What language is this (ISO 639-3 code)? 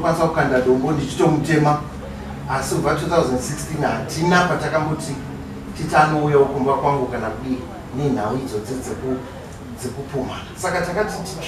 sna